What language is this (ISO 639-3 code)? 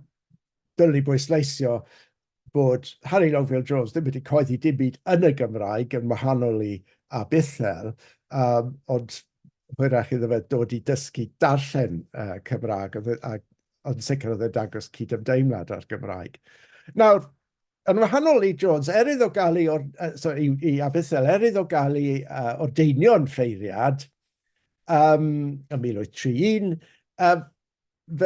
cym